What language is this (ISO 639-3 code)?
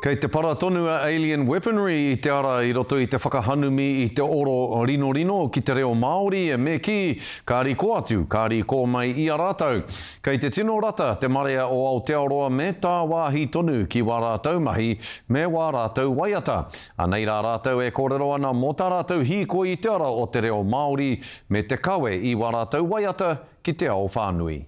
mri